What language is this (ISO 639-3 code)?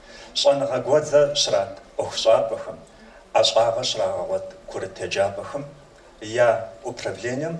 kbd